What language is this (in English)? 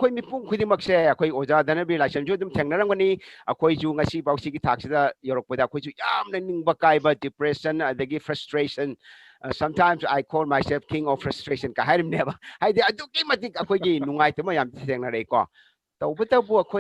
Manipuri